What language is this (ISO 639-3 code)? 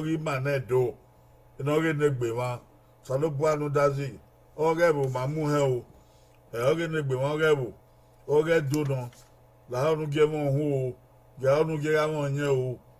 bin